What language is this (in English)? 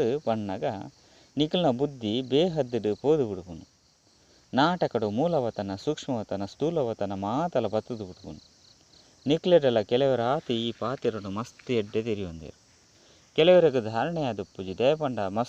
Tulu